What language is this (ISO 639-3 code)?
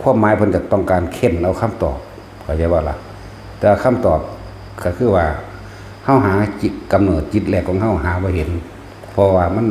tts